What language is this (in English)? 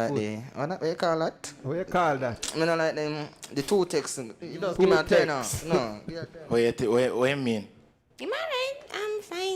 Jamaican Creole English